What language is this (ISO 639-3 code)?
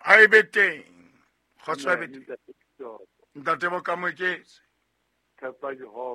sot